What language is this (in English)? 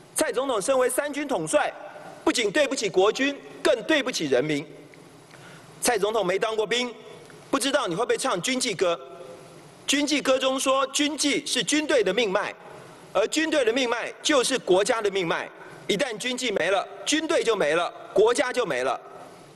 Chinese